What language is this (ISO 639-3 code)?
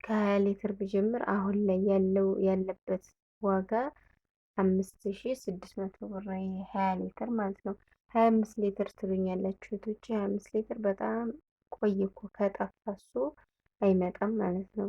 amh